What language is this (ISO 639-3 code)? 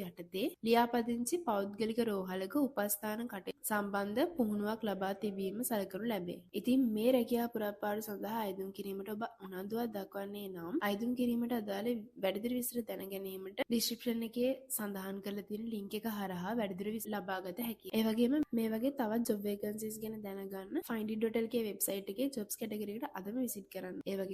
sin